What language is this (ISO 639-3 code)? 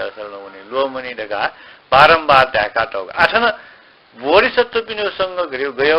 new